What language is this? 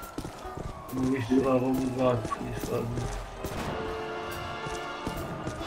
Italian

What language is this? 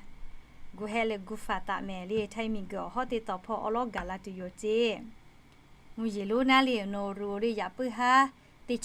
Lahu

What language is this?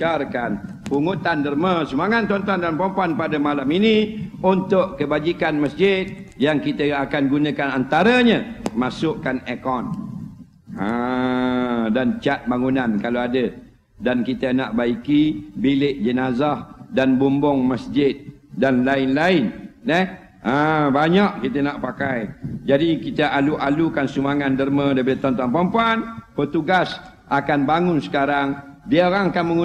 Malay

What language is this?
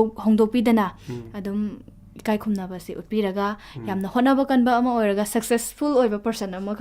Manipuri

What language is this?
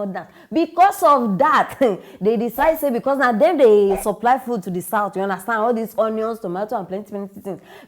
Nigerian Pidgin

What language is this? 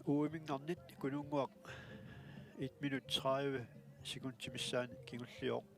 Kalaallisut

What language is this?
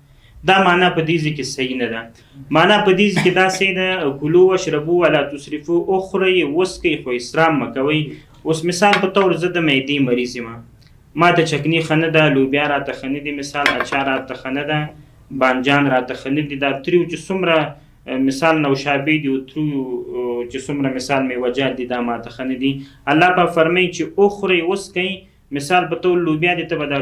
Pashto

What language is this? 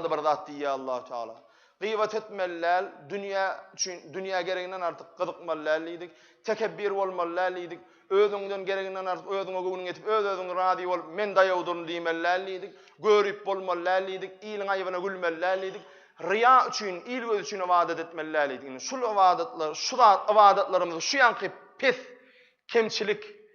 Turkmen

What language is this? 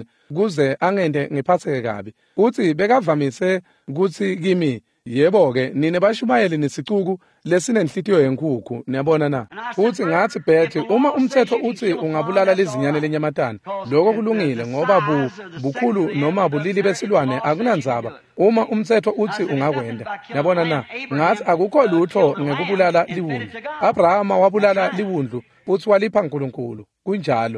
Swati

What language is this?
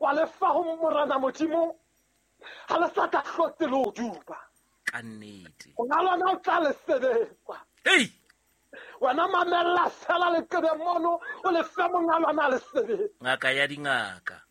Southern Sotho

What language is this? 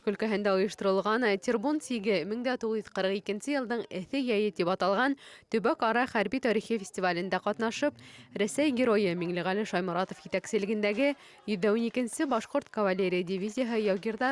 Bashkir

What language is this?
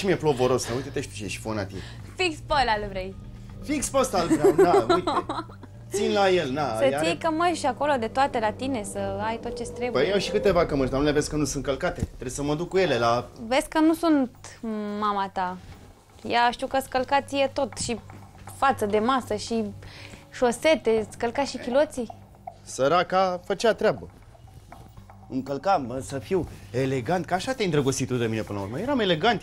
Romanian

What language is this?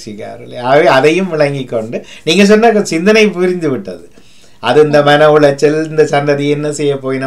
Tamil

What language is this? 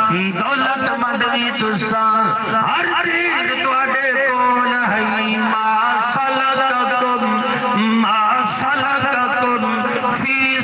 Saraiki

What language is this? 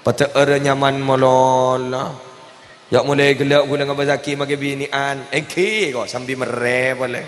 Madurese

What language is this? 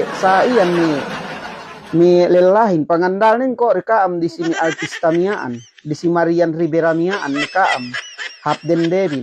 Yakan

